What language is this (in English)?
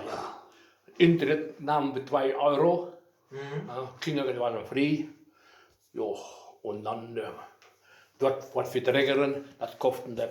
Westphalien